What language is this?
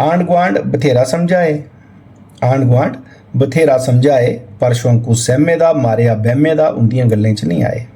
Dogri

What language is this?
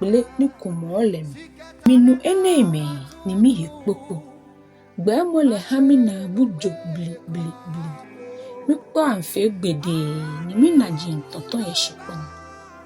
Ga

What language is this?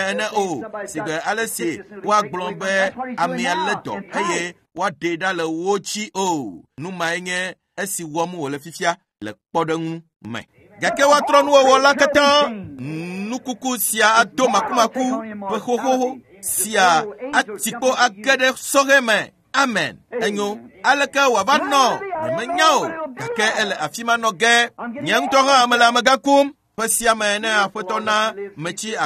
Ewe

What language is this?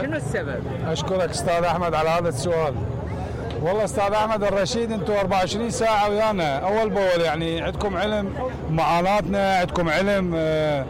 Mesopotamian Arabic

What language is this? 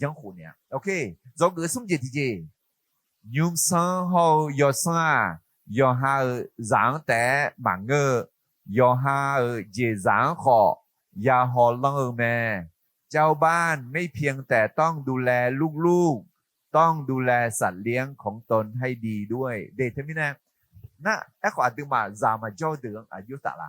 Akha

